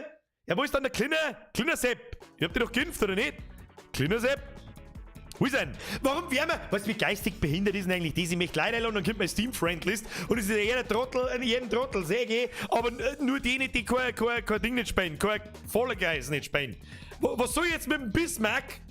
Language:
Bavarian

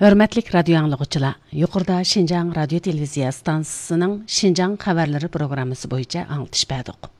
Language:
Uyghur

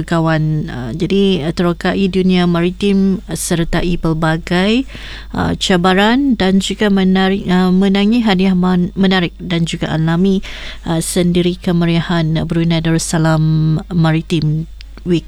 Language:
Malay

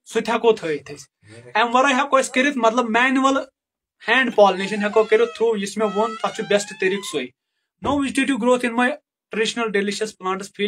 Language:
Kashmiri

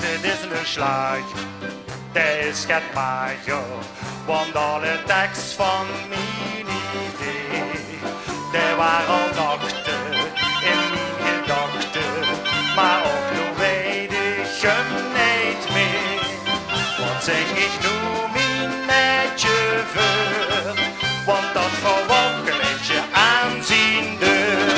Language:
Limburgish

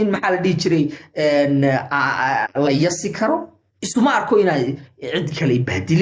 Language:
Somali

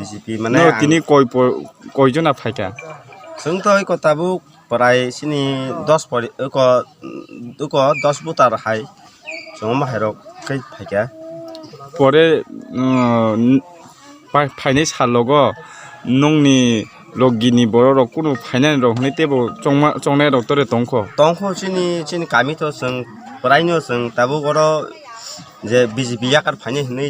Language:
Kok Borok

